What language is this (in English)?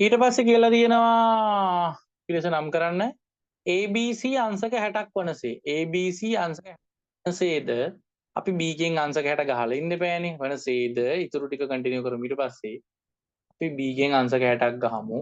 Sinhala